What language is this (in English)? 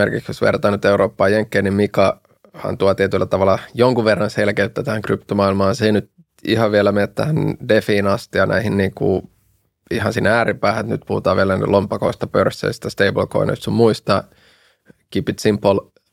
Finnish